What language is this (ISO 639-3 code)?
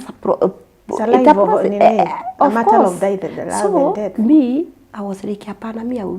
kik